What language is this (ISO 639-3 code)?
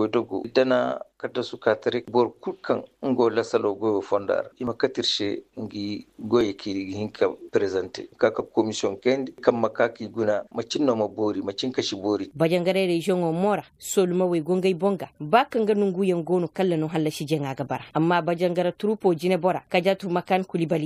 ses